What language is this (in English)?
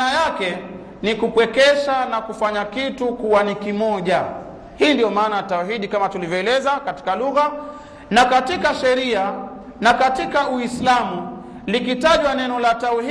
Swahili